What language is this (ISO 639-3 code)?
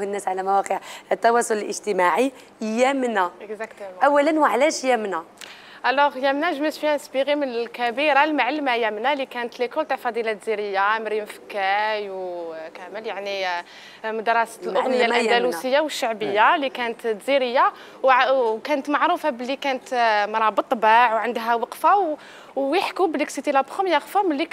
arq